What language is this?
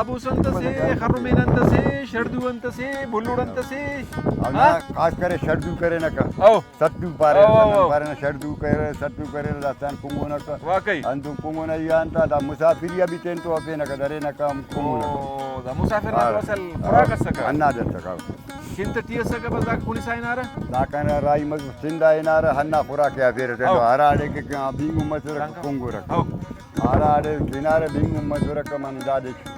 Brahui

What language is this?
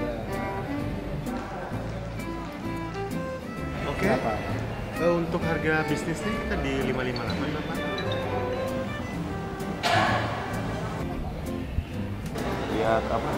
Indonesian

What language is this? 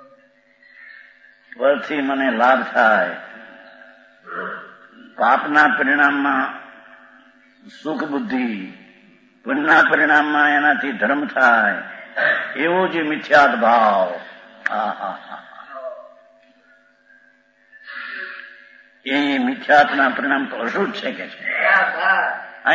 Gujarati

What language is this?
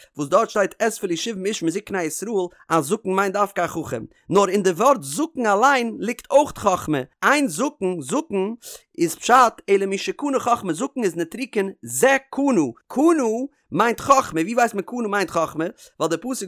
Yiddish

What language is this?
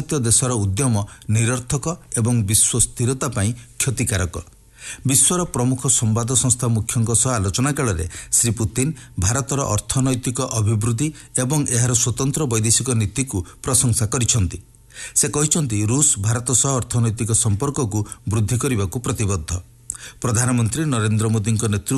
Odia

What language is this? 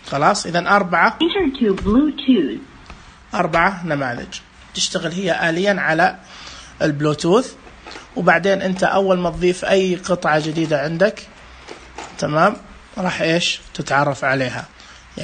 Najdi Arabic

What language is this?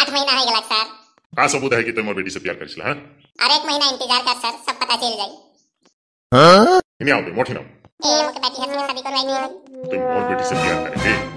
Sadri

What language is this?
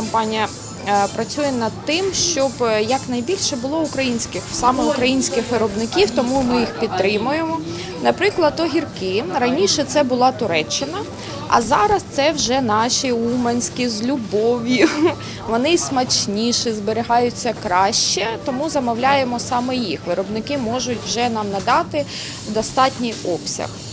Ukrainian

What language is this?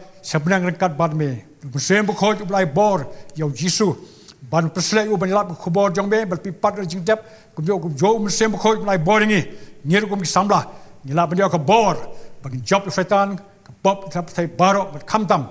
Khasi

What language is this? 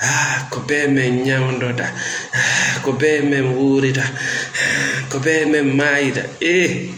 Fula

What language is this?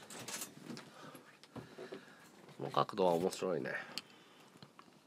Japanese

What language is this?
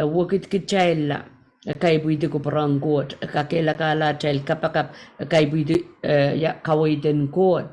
Pohnpeian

